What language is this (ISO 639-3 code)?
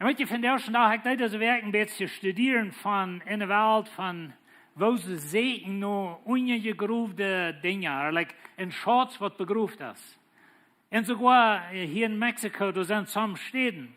pdt